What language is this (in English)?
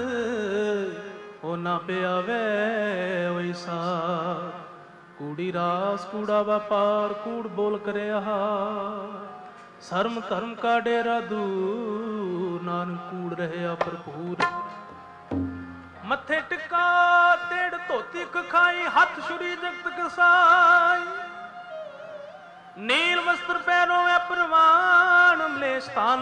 Punjabi